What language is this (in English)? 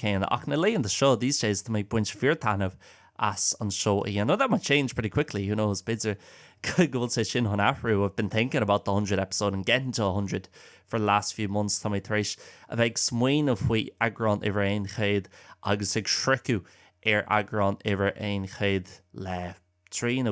Irish